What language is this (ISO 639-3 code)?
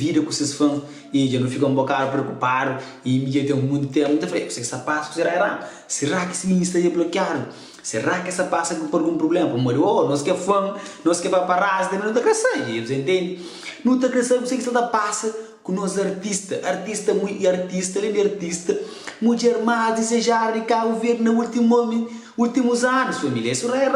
kea